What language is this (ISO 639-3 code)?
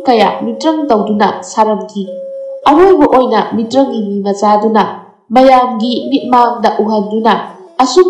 mni